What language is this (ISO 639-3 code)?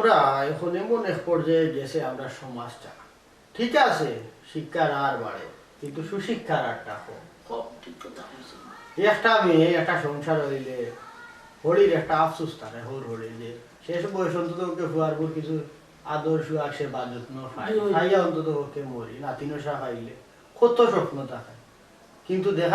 syl